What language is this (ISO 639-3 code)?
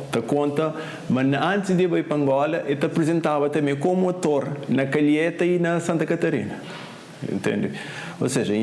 kea